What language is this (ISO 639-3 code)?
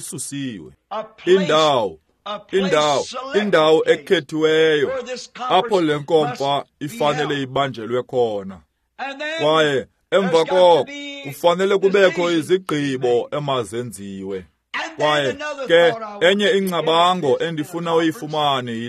xho